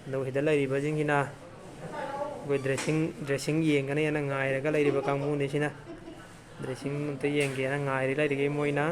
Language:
Manipuri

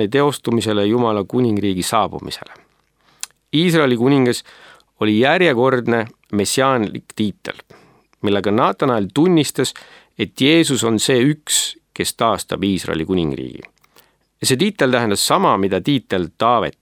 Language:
Estonian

